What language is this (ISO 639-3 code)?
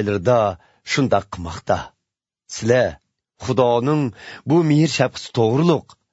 uig